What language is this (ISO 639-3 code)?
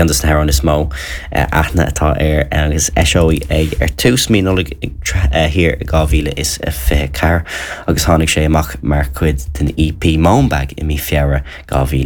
gle